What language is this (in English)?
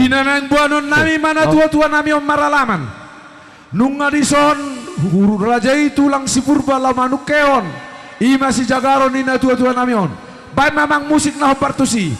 Batak Toba